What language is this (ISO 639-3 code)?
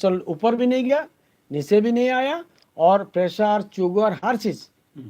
bgp